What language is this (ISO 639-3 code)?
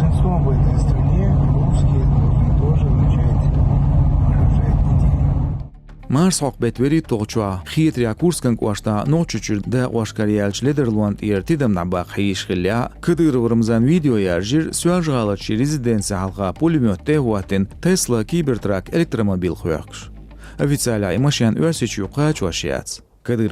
che